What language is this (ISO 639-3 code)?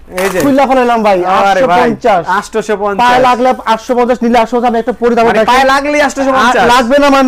ben